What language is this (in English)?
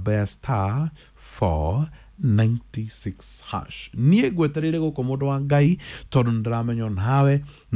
Kikuyu